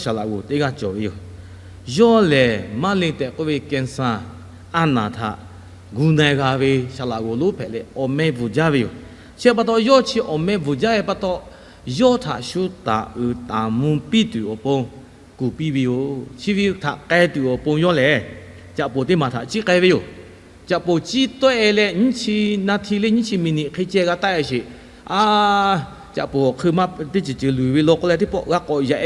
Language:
Lahu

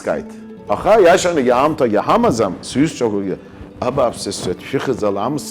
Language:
Abkhazian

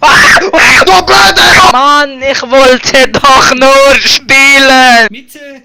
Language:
Swiss German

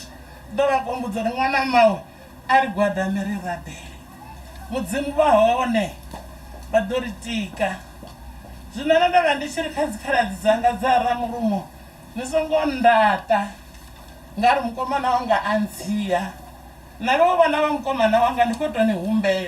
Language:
Venda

